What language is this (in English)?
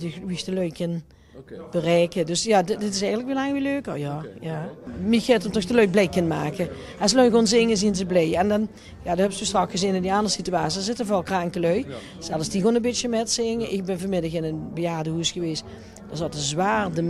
Limburgish